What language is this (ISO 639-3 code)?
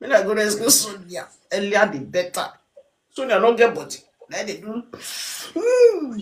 pcm